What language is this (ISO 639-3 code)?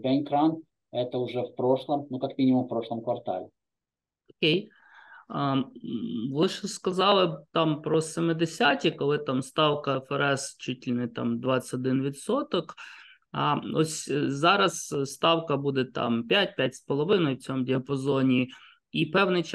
ukr